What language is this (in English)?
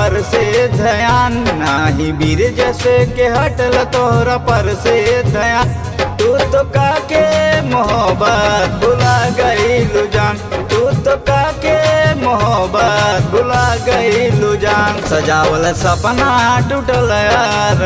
Bhojpuri